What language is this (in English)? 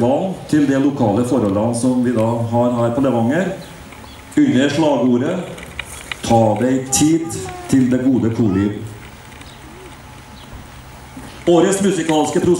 Norwegian